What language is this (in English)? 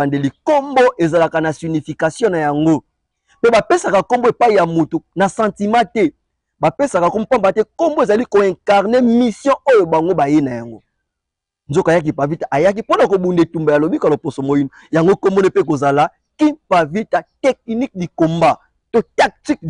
Lingala